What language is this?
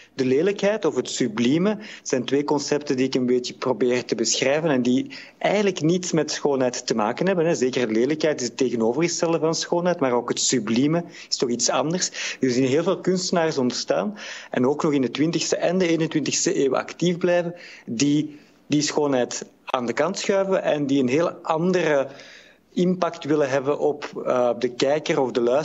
Dutch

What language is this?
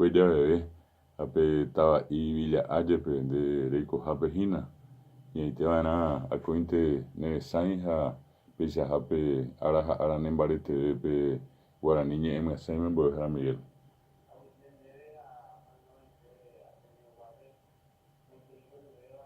Guarani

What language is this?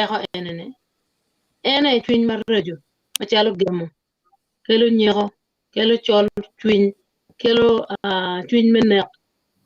Acoli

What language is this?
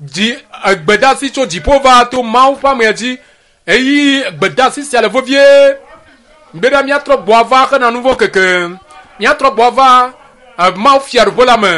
Ewe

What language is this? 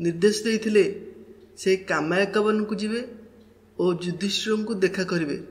Odia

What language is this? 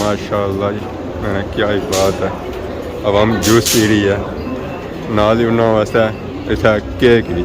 Pahari-Potwari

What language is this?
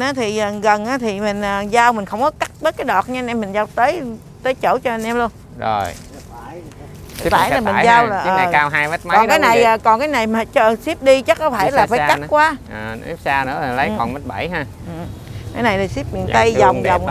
Vietnamese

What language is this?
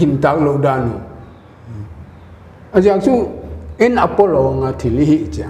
Paite Chin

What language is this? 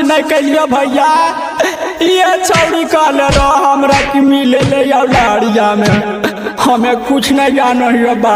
Magahi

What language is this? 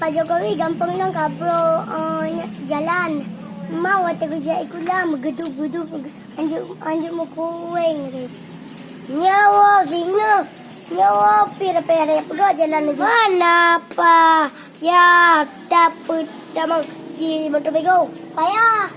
Achinese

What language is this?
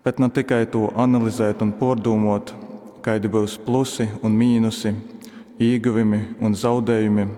Latgalian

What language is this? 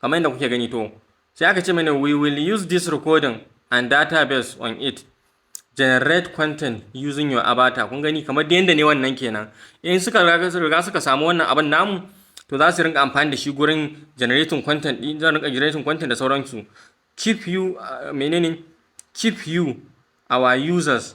Hausa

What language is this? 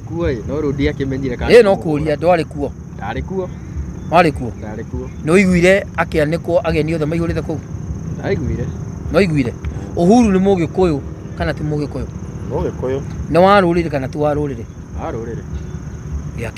Kikuyu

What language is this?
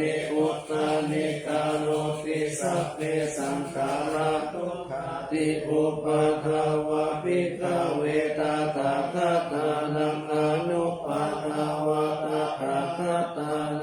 Pali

